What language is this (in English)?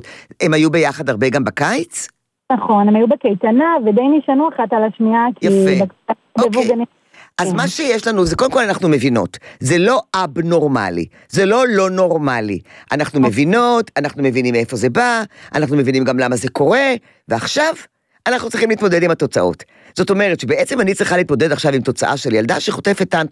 Hebrew